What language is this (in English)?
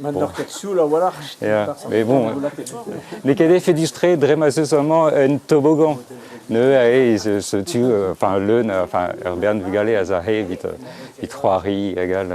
Breton